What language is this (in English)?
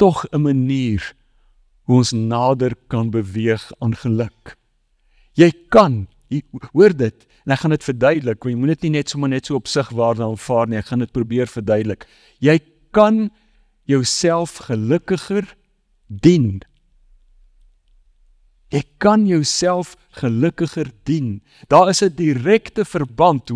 Afrikaans